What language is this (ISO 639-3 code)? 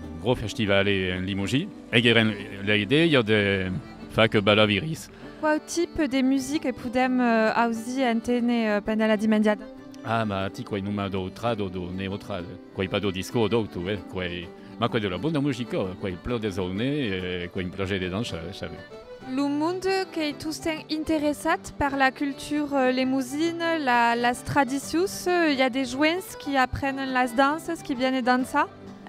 oci